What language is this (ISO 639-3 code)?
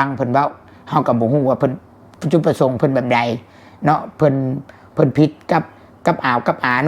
tts